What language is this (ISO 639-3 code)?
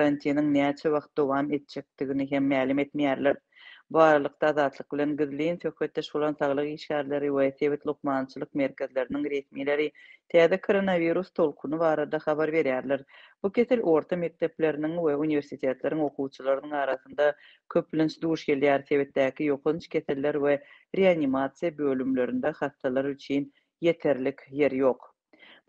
tuk